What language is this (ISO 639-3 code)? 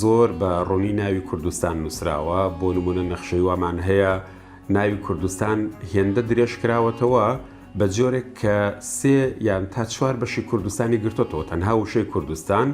ckb